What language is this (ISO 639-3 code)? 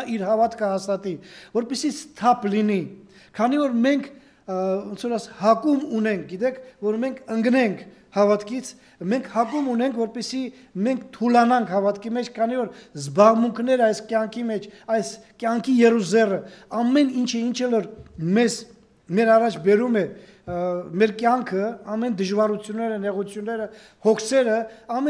hye